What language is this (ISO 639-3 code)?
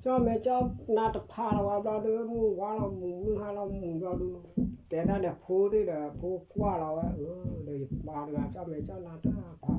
ksw